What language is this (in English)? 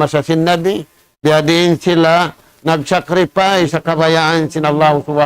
Tausug